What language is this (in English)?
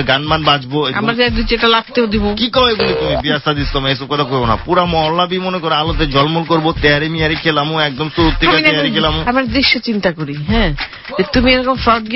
Bangla